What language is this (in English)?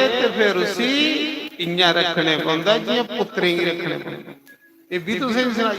Dogri